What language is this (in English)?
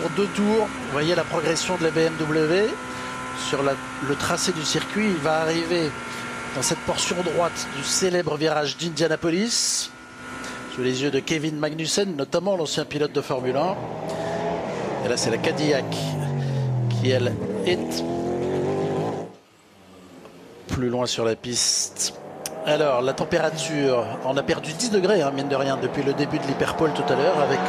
French